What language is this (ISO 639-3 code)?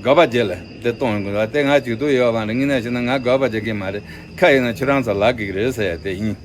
bod